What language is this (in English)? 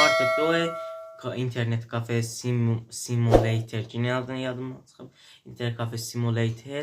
South Azerbaijani